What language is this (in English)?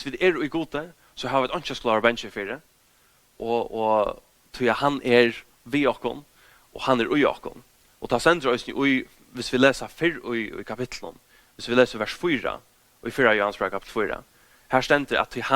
Faroese